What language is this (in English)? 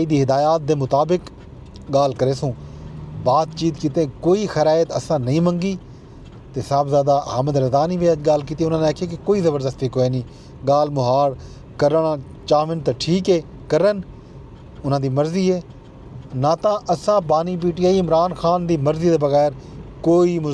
Saraiki